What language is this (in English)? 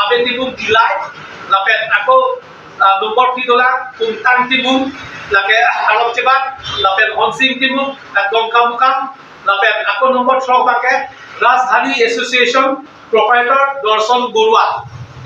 Karbi